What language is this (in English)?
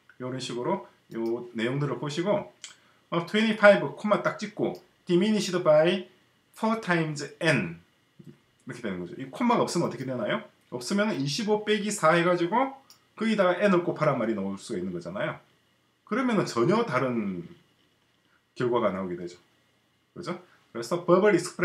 Korean